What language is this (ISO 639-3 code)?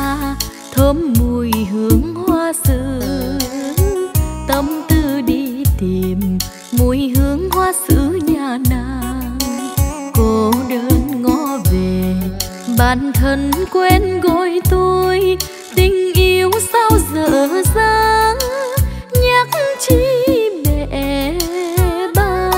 vie